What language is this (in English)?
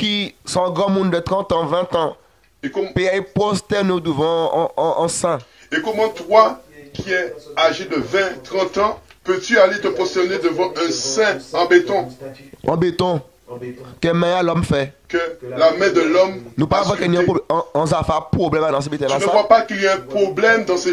Guadeloupean Creole French